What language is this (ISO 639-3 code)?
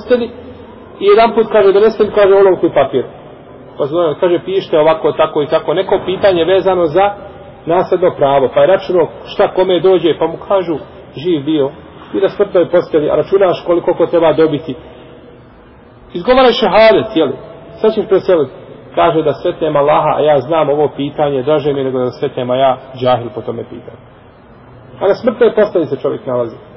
bos